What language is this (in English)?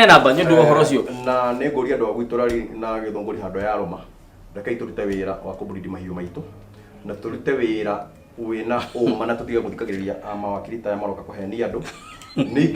Kikuyu